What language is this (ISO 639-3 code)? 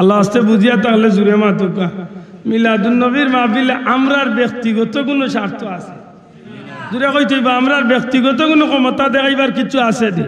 syl